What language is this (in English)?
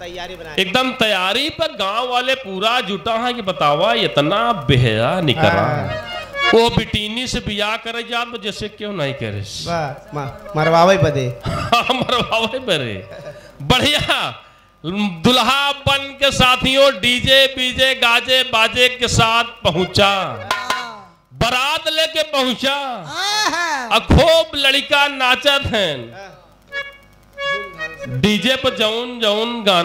Bhojpuri